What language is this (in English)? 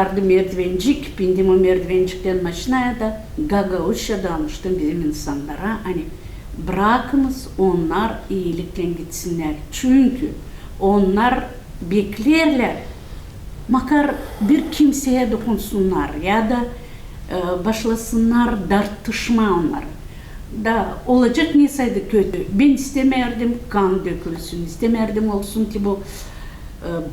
Gagauz